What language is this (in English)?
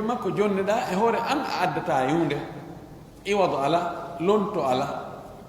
Fula